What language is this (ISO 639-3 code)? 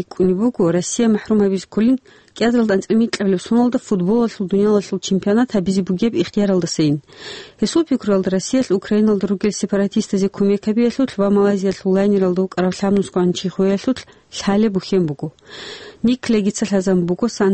ava